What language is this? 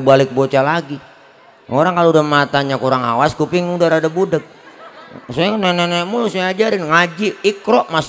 Betawi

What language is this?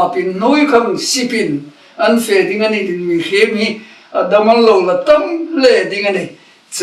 Hmar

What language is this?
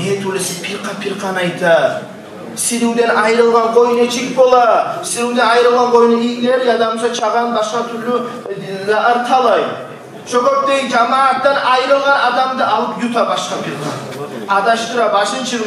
Kumyk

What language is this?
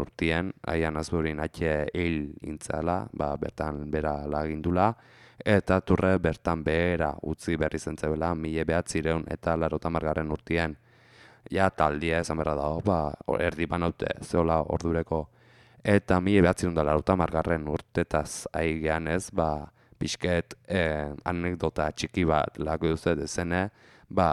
Basque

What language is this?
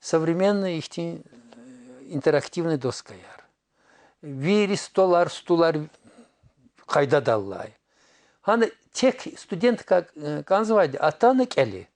Lezghian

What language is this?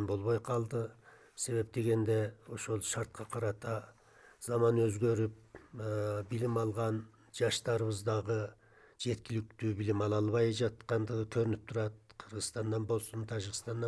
Kyrgyz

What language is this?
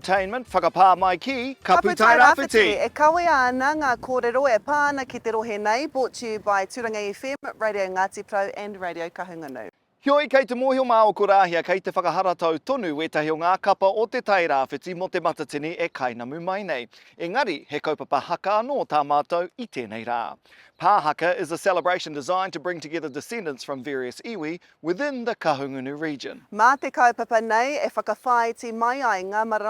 Māori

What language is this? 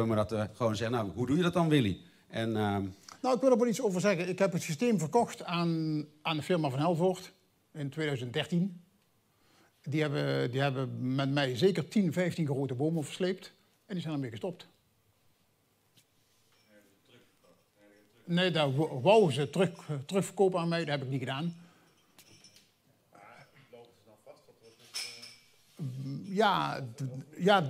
Dutch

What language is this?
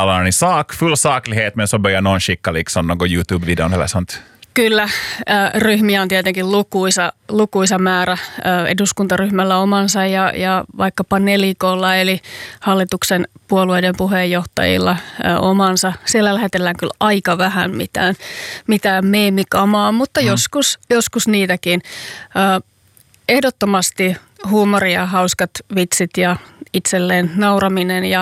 Finnish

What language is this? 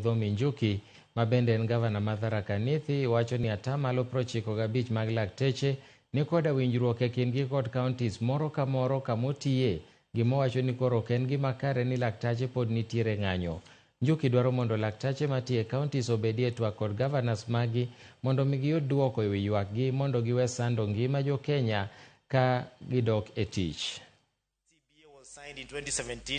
Luo (Kenya and Tanzania)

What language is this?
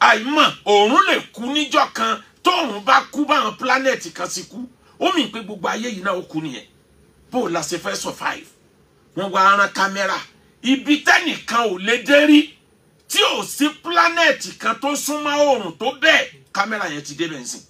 Yoruba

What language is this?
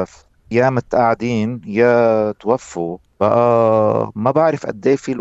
North Levantine Arabic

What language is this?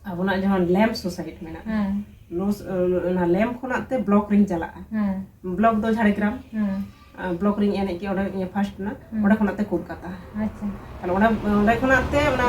Santali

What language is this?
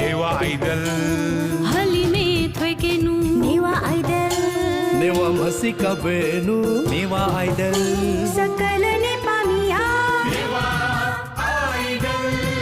Newari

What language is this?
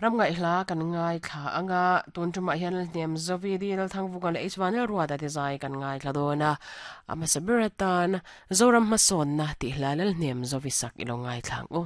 Mizo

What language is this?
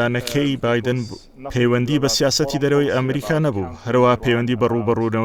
Central Kurdish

